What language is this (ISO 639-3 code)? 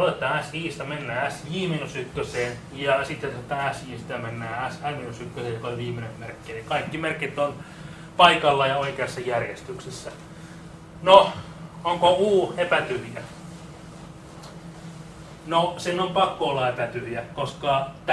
fin